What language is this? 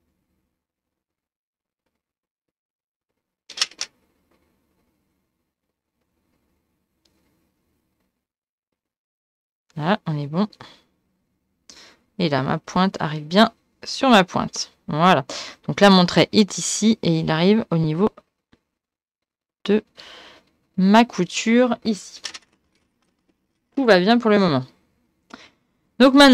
French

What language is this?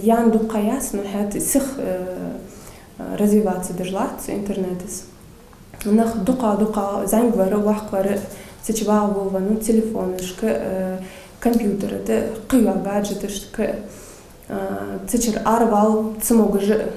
Ingush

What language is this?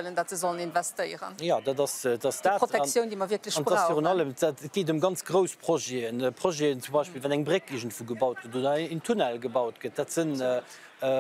Luxembourgish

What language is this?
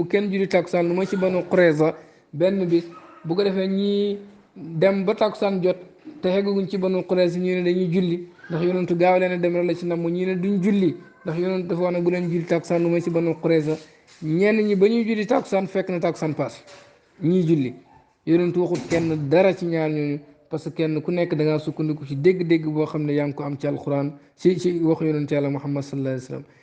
Wolof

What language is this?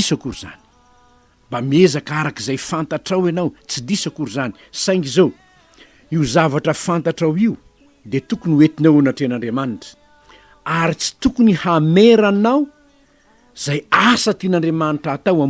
Malagasy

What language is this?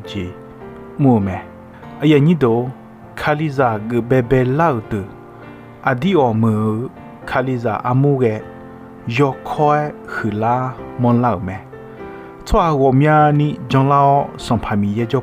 Akha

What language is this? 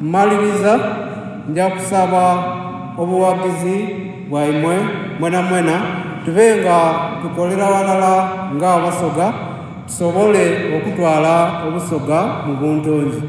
Soga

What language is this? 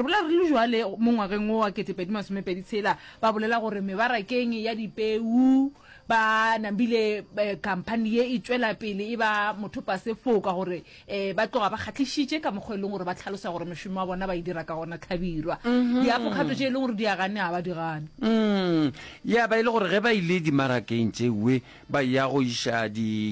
Northern Sotho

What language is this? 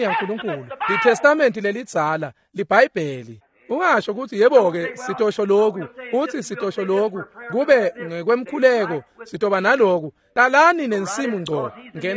Swati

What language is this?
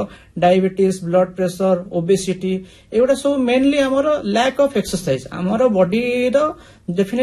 Odia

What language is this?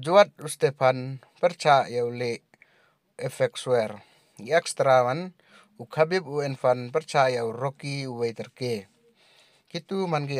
Pnar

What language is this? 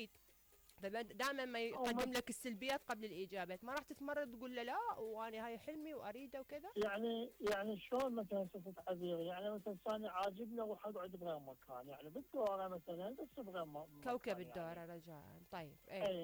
Mesopotamian Arabic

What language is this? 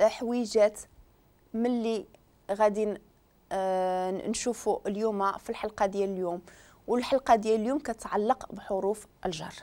Moroccan Arabic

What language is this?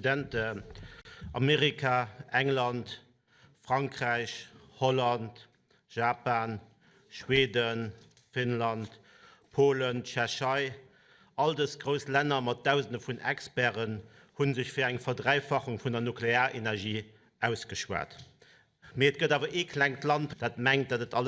Luxembourgish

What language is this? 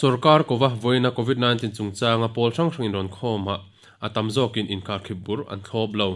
Mizo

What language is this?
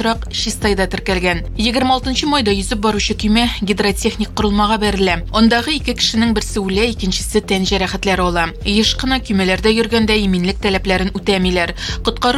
Tatar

